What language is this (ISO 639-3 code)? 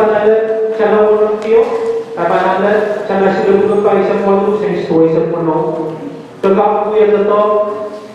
pon